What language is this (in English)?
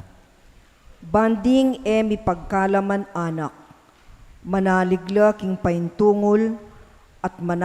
Pampanga